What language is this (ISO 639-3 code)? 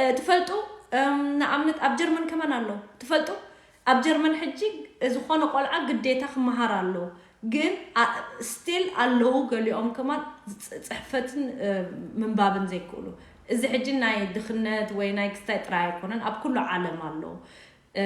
tir